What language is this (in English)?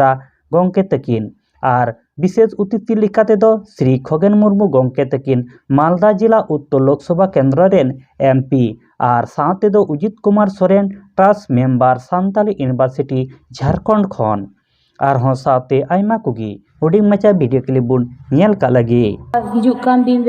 Santali